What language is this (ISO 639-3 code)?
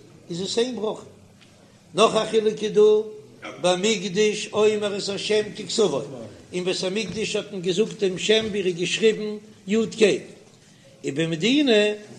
yid